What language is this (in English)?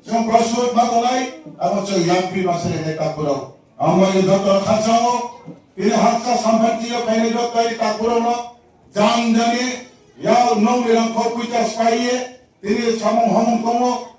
Riang (India)